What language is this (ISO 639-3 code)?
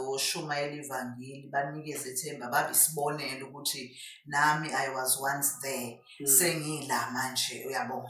zul